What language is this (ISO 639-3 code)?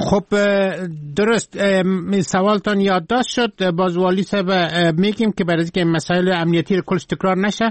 fas